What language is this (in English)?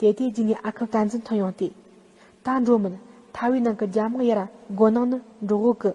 Tibetan